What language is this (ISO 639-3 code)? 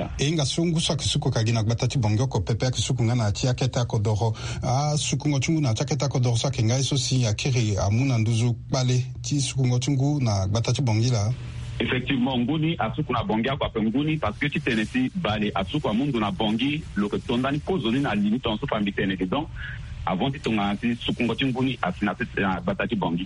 sag